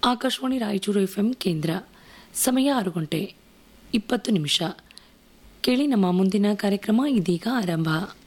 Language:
Kannada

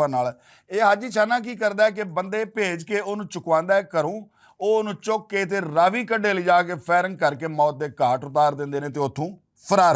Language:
Western Panjabi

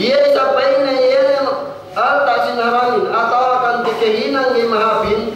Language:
Yakan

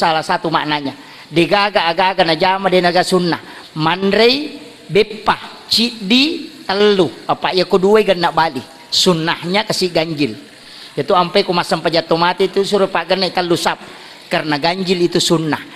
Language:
Buginese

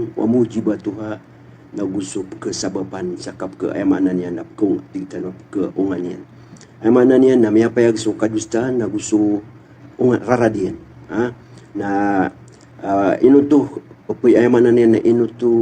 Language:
Maranao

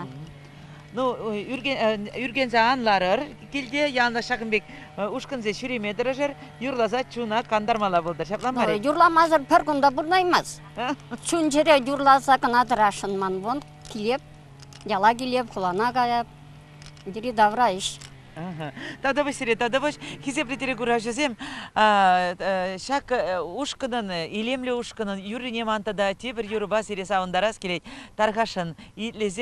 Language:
Chuvash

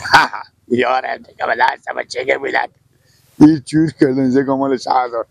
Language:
Persian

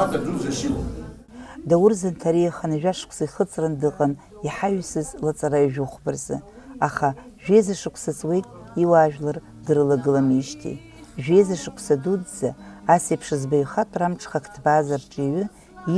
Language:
Abkhazian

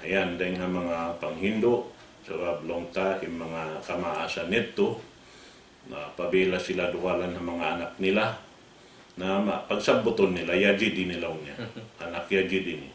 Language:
Tausug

